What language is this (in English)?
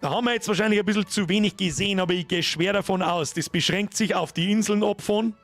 Bavarian